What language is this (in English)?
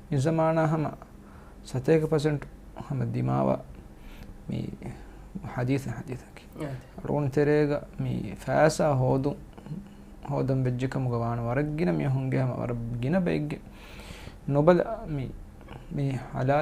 Divehi